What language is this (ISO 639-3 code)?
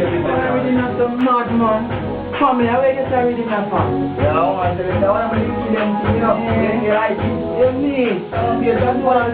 jam